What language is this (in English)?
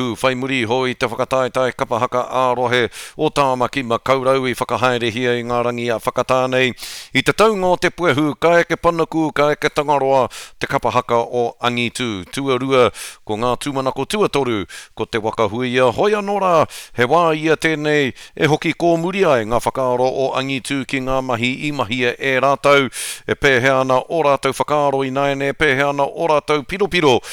Māori